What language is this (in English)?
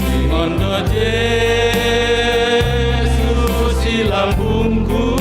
Batak Simalungun